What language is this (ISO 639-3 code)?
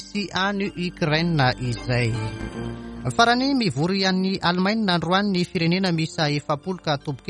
mlg